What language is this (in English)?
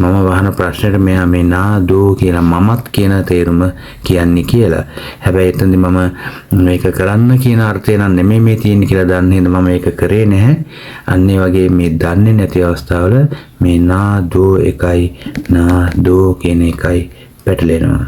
Sinhala